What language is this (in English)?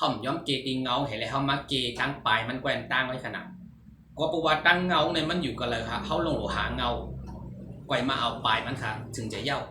Shan